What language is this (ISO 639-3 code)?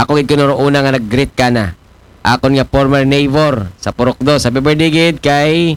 akl